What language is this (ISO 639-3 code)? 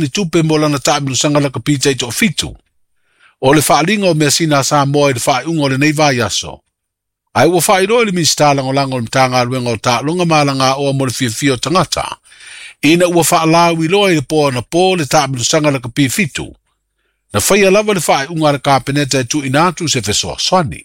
smo